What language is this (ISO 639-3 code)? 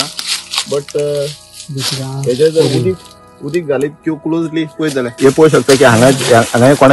kok